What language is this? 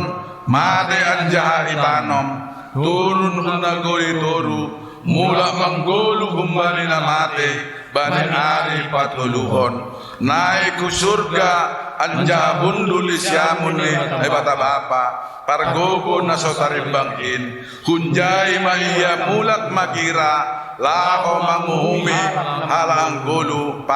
Batak Simalungun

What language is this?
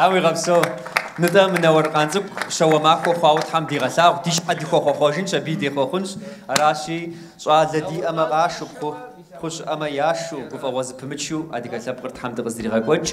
Kabardian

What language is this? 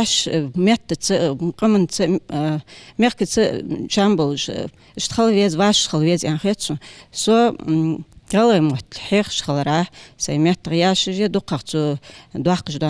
Ingush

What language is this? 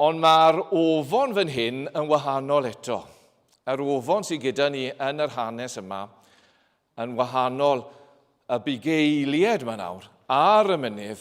Welsh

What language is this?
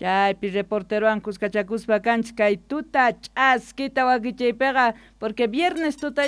South Bolivian Quechua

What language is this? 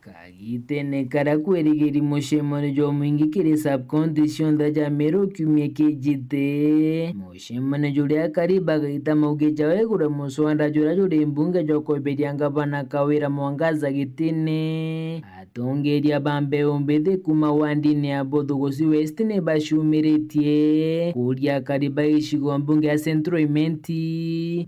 Meru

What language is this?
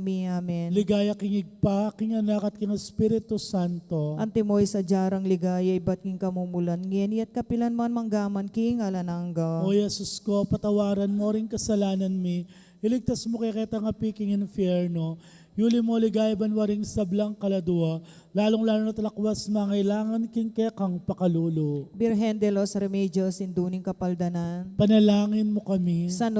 Pampanga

